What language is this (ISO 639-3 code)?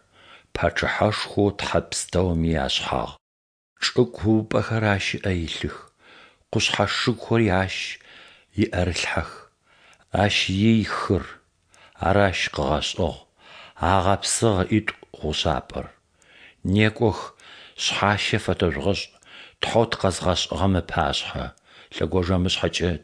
ady